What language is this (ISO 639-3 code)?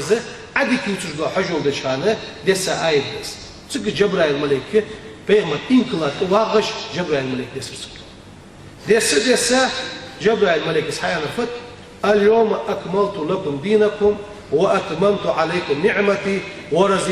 inh